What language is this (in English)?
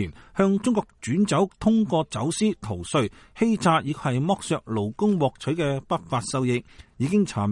Cantonese